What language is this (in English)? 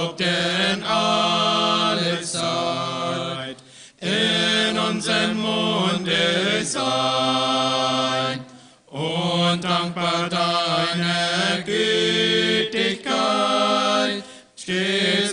Plautdietsch